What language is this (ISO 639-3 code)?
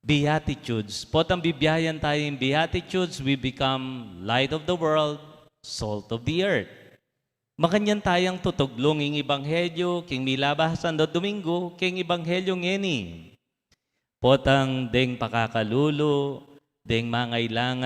pam